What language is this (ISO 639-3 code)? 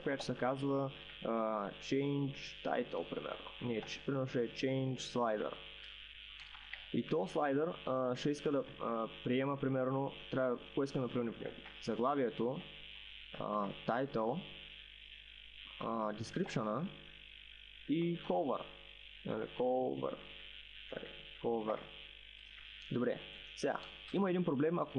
bul